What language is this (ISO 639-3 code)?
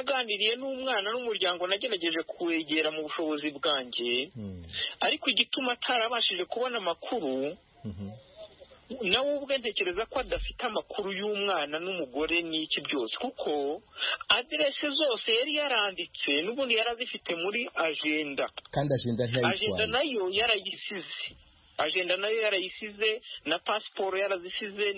kin